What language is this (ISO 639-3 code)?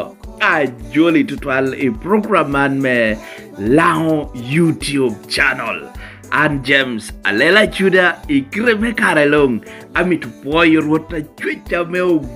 laj